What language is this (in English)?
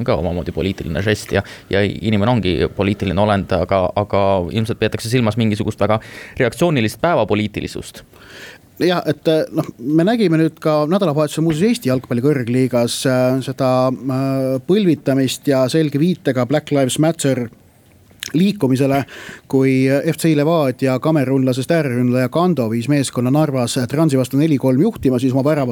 Estonian